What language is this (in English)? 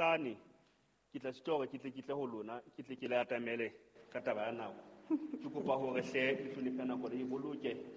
Southern Sotho